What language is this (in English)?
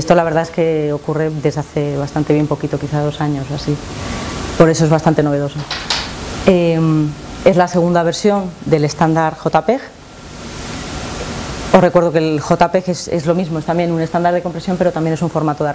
Spanish